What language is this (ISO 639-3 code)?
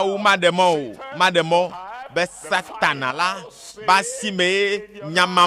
ewe